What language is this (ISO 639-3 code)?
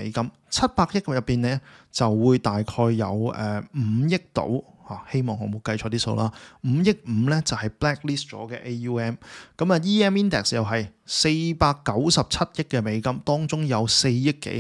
yue